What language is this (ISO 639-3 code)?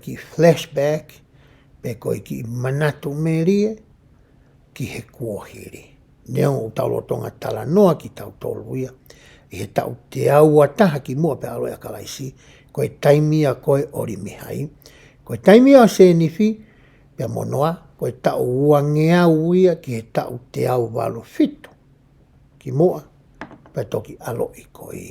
ton